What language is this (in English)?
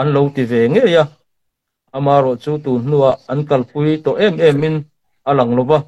Mizo